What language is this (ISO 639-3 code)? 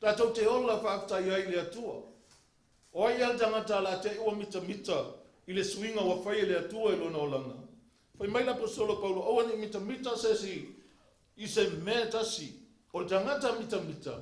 smo